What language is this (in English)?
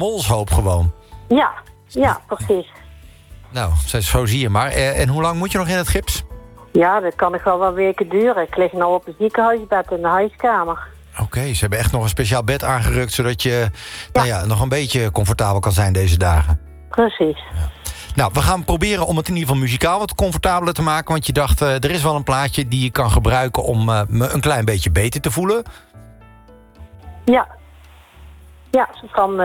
Dutch